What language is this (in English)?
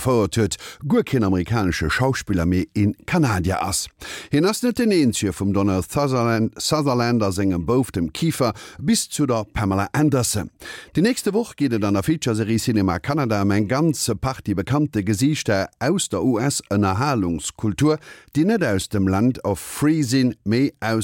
Luxembourgish